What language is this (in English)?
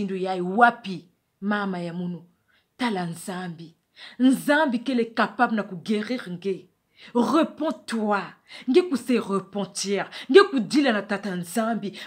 Kituba (Democratic Republic of Congo)